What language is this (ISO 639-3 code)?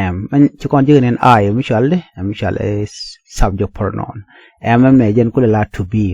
nus